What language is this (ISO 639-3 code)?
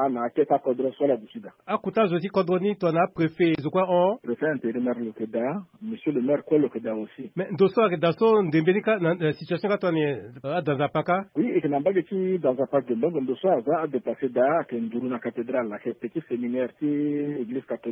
sag